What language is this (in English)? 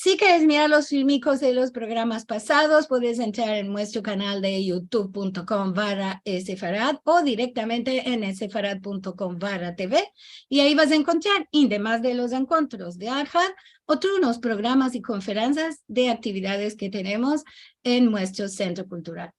Ladino